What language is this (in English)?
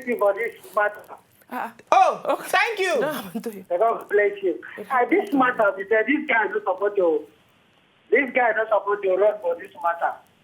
Nigerian Pidgin